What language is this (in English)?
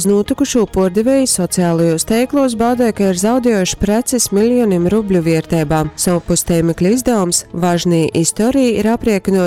Latgalian